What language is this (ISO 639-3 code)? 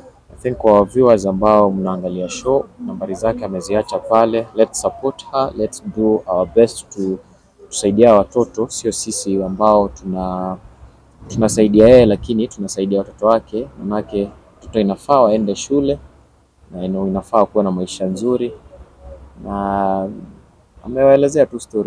swa